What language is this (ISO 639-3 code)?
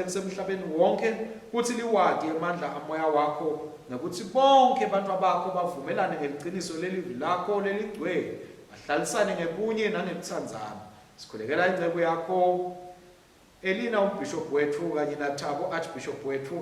ssw